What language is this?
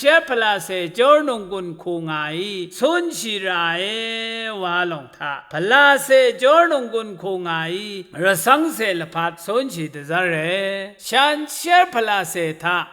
Rawang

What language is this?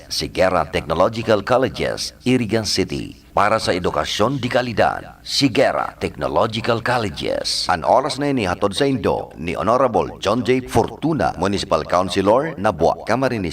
Bikol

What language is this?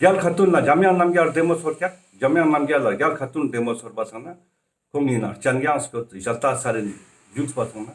Ladakhi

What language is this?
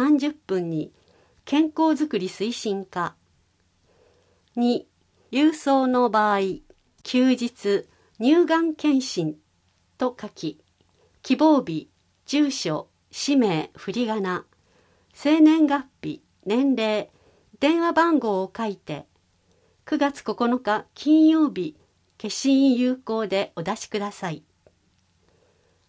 Japanese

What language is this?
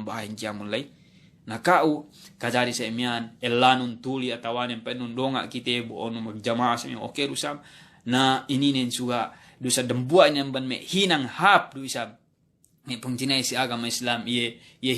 Yakan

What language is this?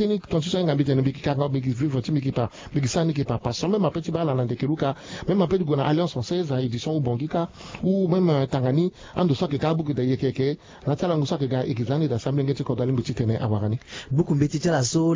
Sango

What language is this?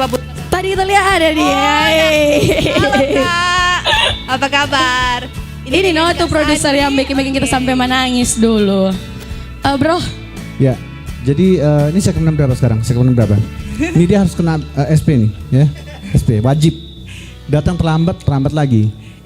Manado Malay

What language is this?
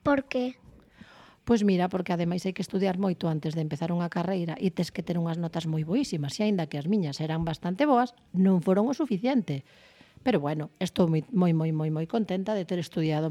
Galician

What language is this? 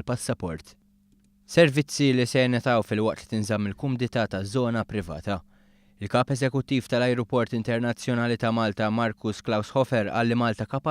Maltese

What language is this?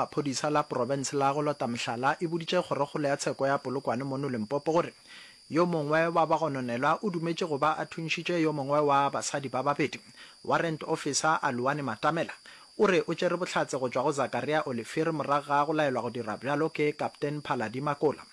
Northern Sotho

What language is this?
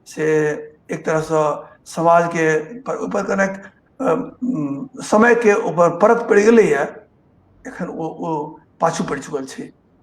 Maithili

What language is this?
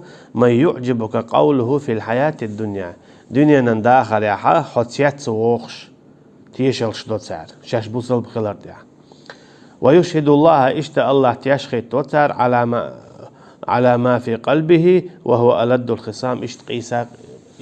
Chechen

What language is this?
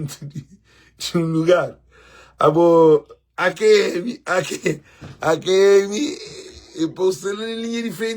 Kabuverdianu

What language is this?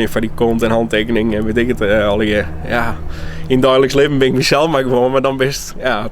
Western Frisian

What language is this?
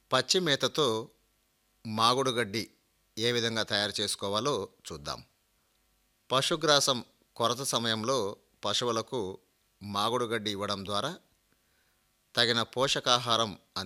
Telugu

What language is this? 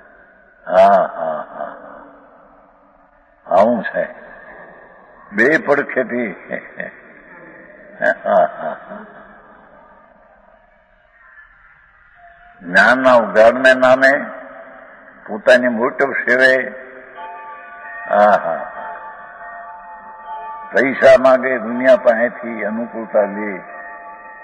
Gujarati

